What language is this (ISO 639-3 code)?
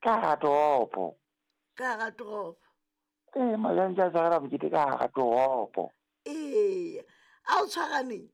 sot